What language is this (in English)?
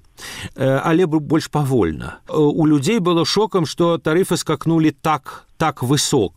Belarusian